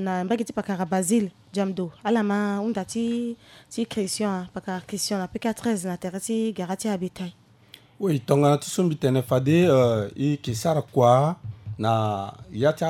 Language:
Sango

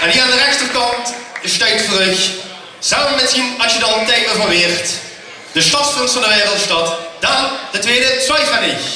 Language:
Limburgish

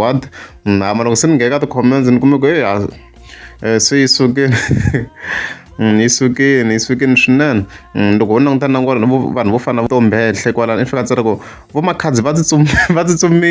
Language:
Tsonga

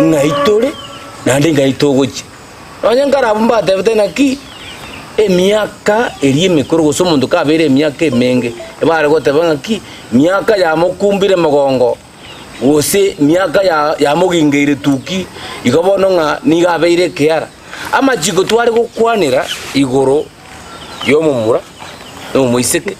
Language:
Gusii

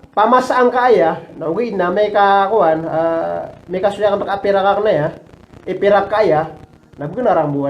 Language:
Maranao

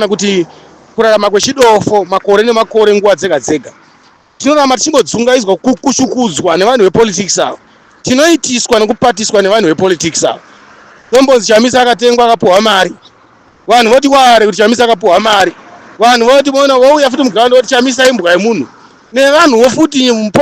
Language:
Shona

